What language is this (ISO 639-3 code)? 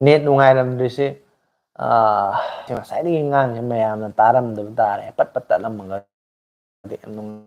mni